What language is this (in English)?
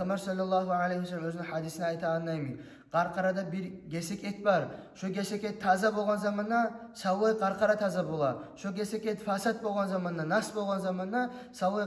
Kumyk